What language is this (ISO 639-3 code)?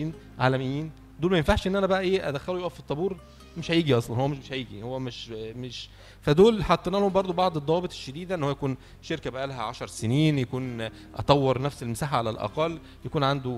arz